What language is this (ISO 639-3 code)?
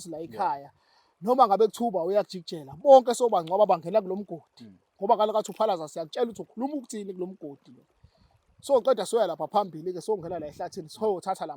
zul